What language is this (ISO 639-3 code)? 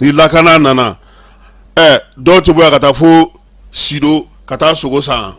bam